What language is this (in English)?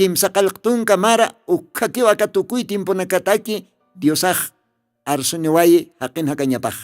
Aymara